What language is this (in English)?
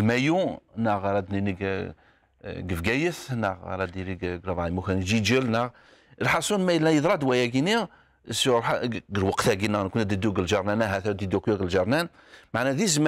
Kabyle